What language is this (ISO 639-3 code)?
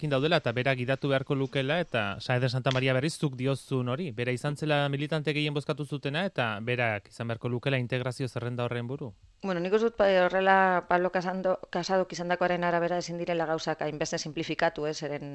eus